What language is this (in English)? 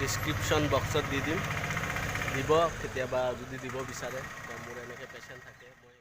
Assamese